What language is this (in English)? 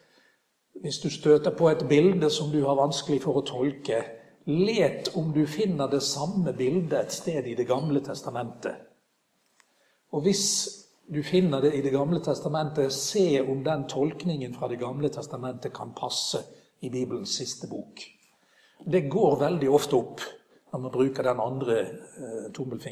Norwegian